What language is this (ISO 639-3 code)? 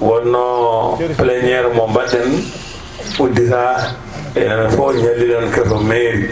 ful